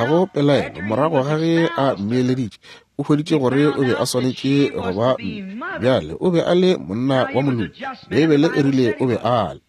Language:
Northern Sotho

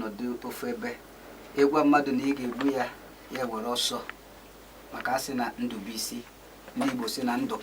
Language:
Igbo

